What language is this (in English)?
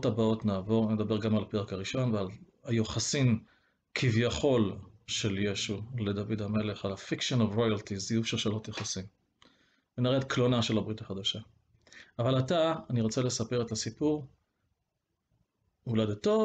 Hebrew